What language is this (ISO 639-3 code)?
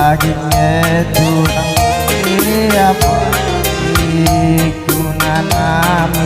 btx